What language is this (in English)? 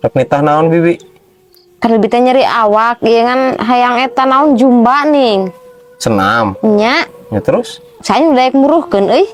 Sundanese